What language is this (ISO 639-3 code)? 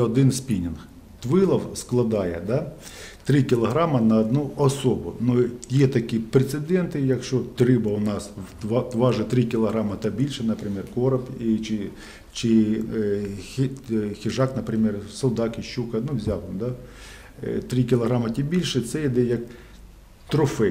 ukr